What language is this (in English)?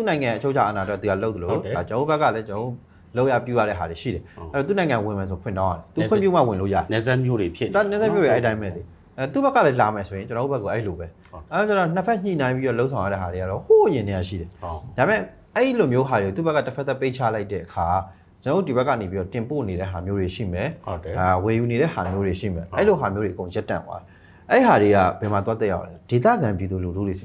Burmese